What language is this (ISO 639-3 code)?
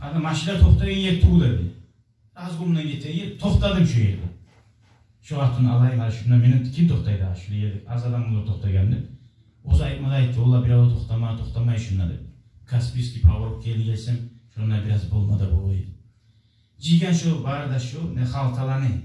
kum